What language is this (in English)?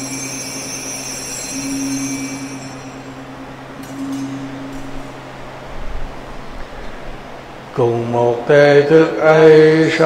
Vietnamese